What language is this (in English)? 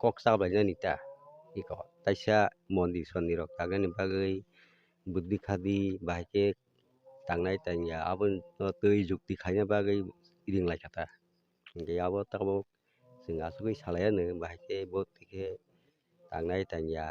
Kok Borok